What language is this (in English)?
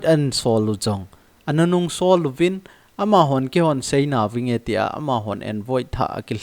Thado Chin